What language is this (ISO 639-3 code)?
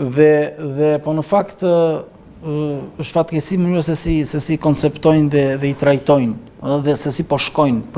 sqi